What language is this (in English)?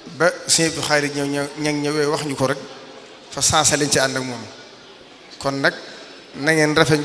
Wolof